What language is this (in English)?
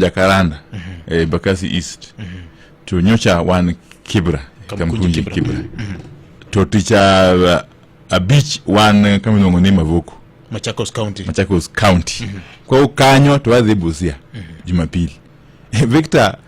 Luo (Kenya and Tanzania)